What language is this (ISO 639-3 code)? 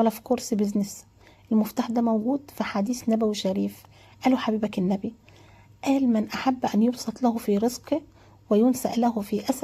arz